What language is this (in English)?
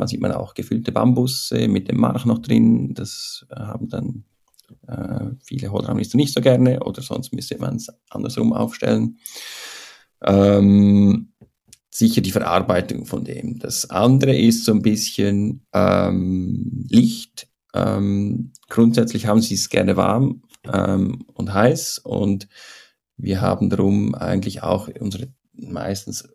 German